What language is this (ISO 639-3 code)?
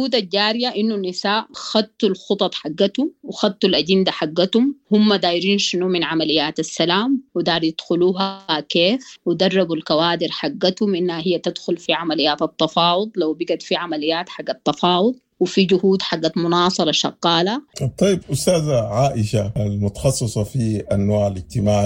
apd